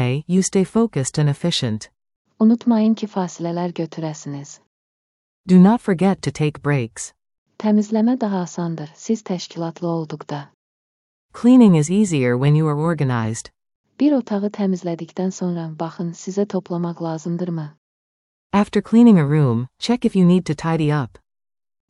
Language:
Azerbaijani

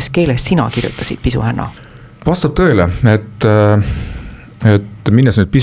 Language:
Estonian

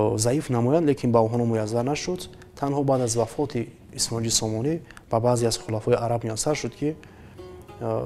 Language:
Tajik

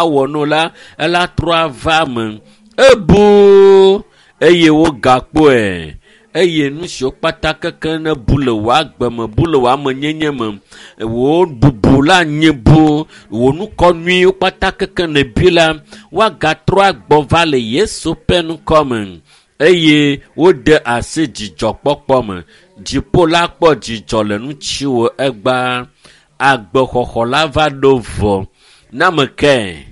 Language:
Ewe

